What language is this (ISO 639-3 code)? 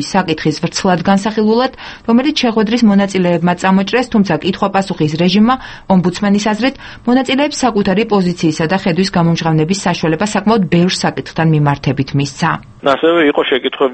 kat